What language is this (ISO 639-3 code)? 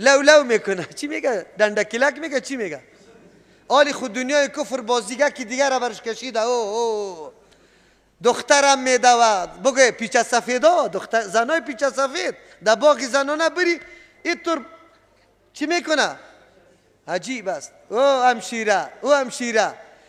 fas